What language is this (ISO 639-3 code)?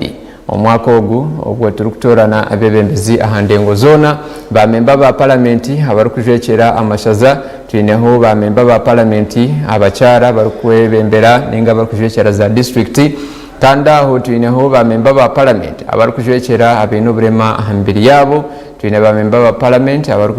nyn